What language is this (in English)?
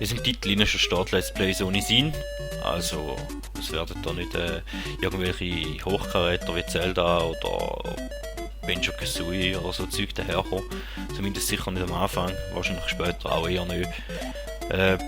Swiss German